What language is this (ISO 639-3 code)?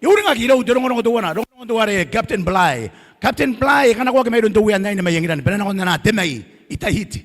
gil